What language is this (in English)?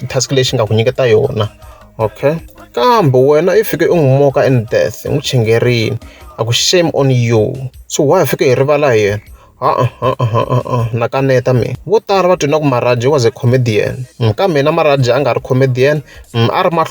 Tsonga